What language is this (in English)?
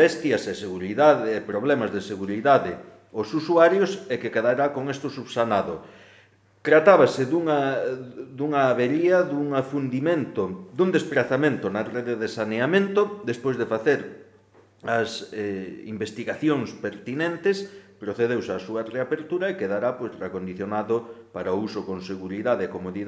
Galician